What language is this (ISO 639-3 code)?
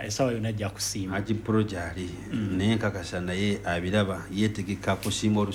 lug